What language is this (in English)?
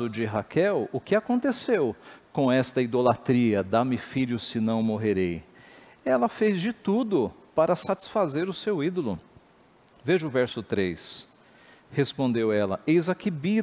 Portuguese